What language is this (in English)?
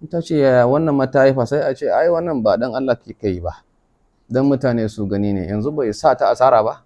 Hausa